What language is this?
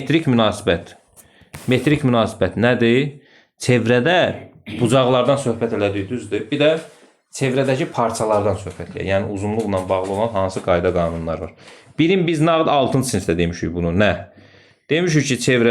Azerbaijani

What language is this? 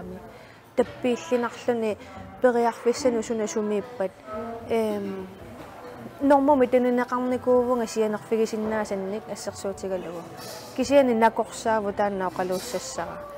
Kalaallisut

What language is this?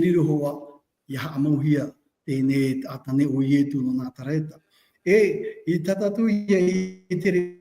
Tahitian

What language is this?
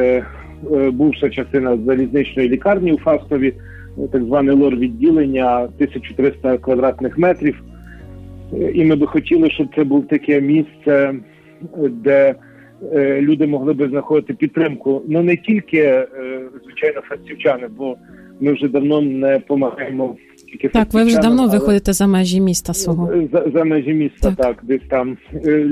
Ukrainian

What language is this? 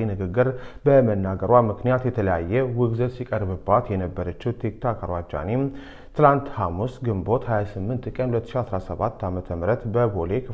Amharic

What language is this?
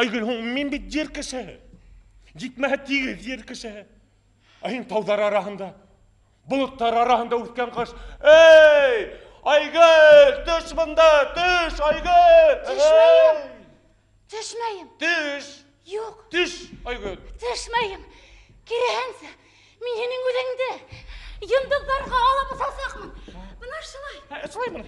Bashkir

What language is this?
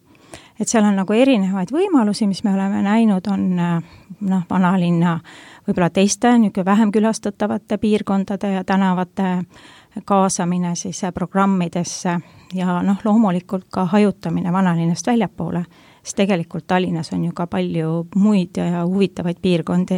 Estonian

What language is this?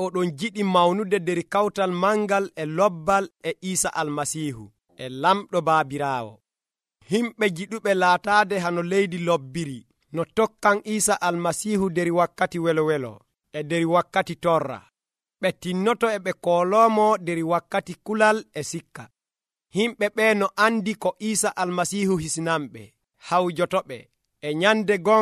Nigerian Fulfulde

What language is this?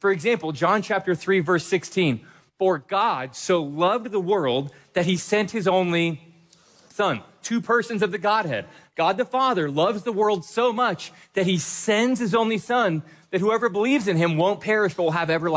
English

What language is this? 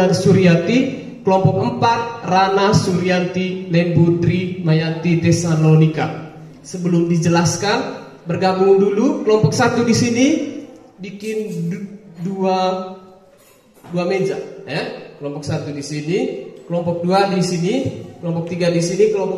Indonesian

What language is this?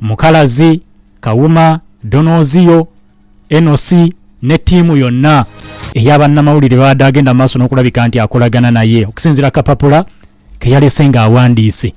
Ganda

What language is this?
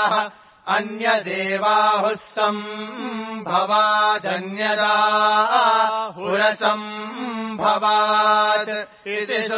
Sanskrit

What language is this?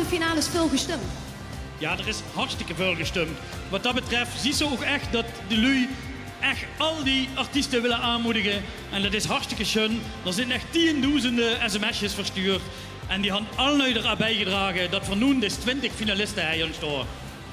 Limburgish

